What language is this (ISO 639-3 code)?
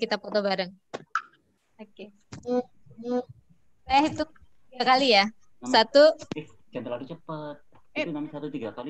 ind